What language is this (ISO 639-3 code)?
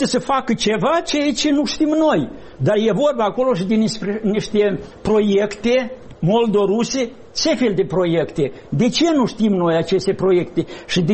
ron